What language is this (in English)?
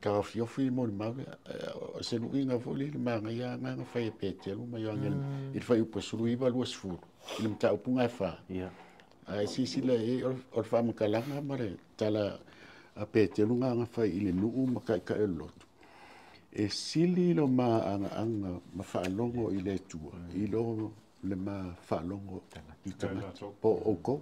Samoan